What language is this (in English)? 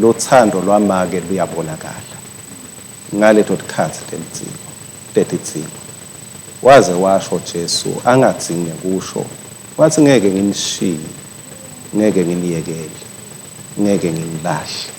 Swati